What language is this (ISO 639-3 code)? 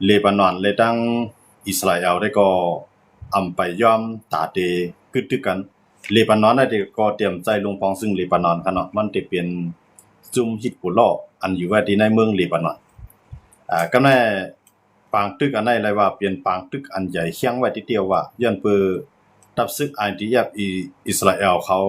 shn